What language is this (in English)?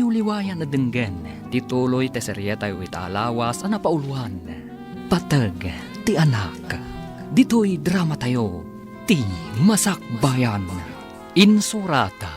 Iloko